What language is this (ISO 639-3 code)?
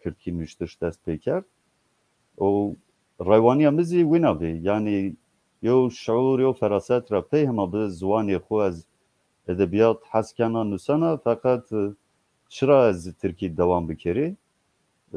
zza